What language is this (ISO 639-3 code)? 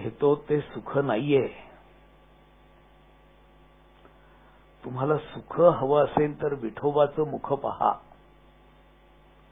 mar